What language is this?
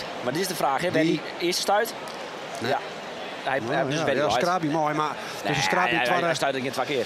Western Frisian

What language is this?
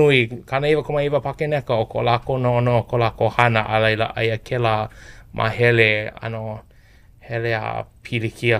Hawaiian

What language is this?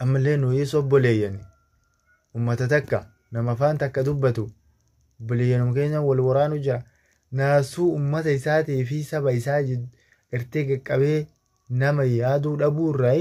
Oromo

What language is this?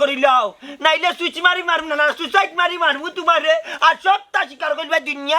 Sylheti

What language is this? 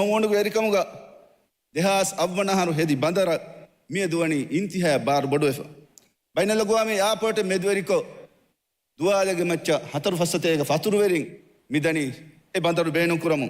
Divehi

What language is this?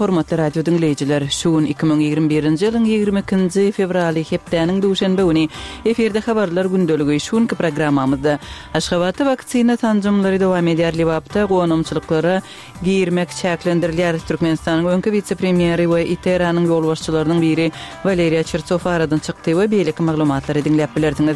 Turkmen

